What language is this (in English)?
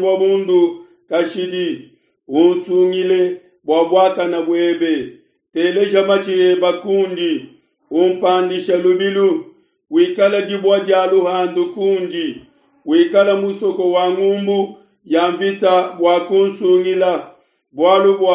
Luba-Lulua